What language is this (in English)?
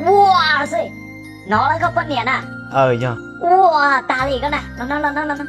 Hmong